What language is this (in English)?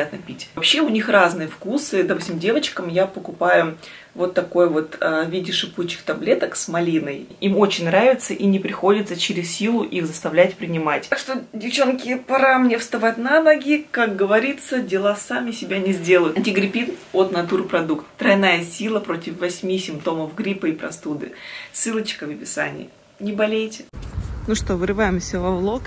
Russian